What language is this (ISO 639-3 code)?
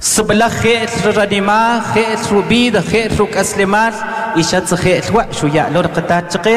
cak